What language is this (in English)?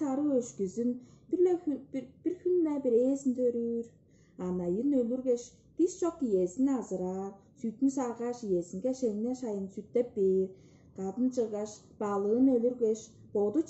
Tuvinian